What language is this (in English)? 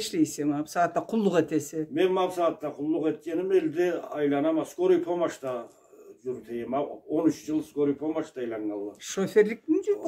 Karachay-Balkar